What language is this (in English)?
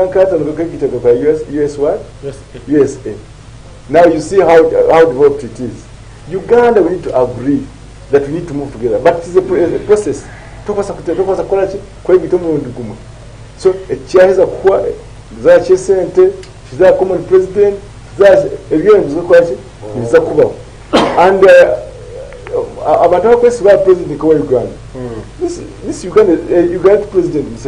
Nyankole